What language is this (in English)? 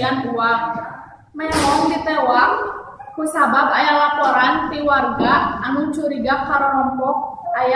Sundanese